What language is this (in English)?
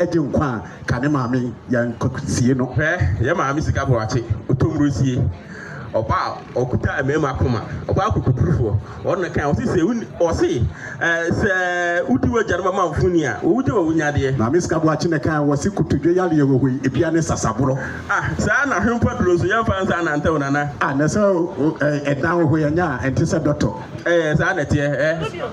Akan